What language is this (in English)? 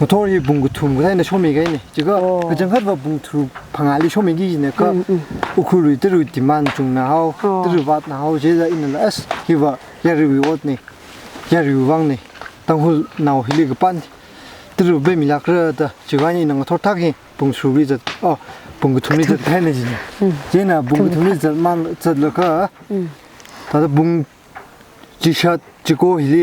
Tangkhul Naga (India)